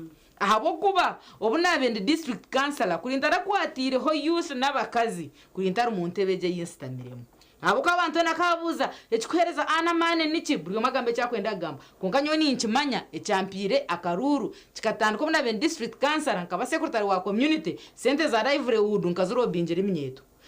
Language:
Nyankole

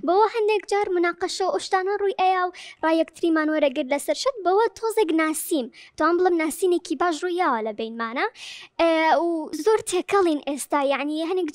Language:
Central Kurdish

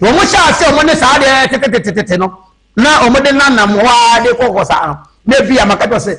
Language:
Akan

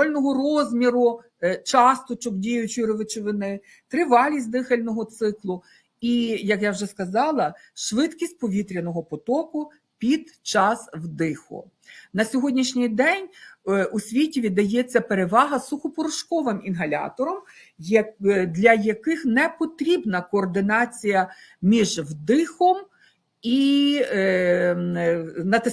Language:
Ukrainian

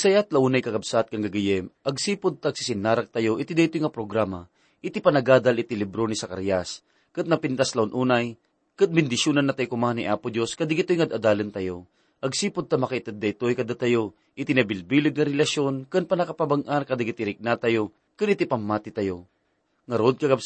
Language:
Iloko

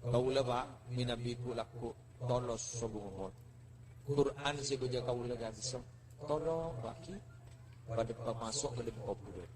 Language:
Madurese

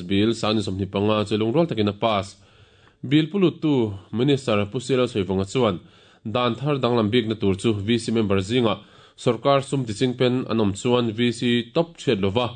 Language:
Mizo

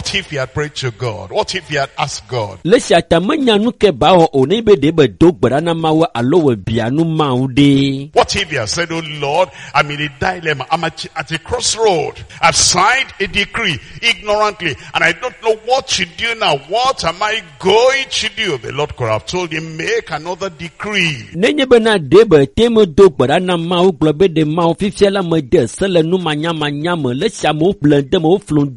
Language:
Ewe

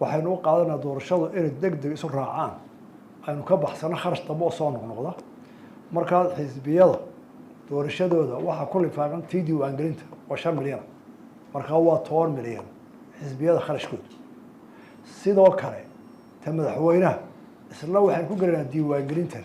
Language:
Somali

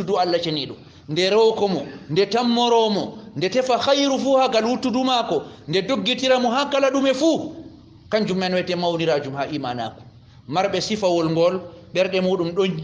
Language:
Fula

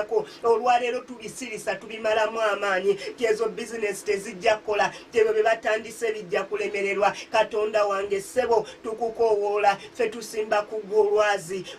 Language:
Ganda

